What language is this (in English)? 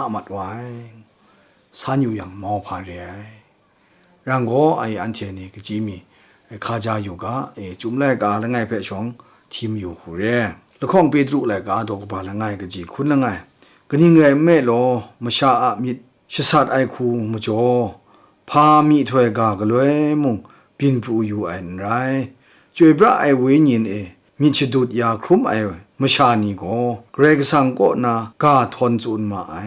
Kachin